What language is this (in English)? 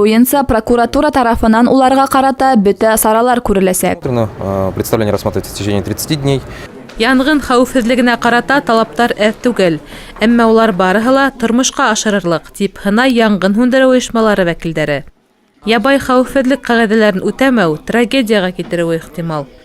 Bashkir